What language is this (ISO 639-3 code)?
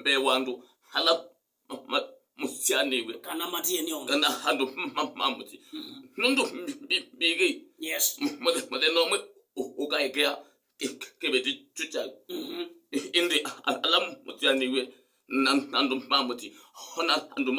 kam